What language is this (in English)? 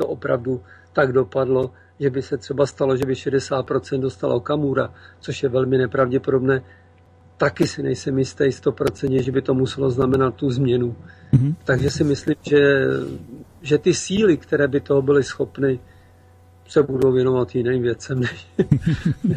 Czech